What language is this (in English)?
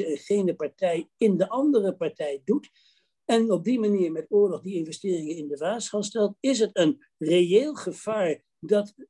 Dutch